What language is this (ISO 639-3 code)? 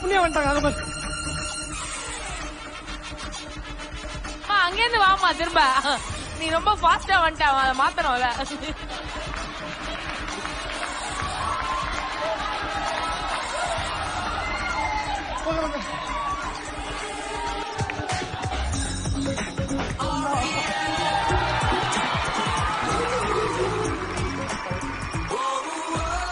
tam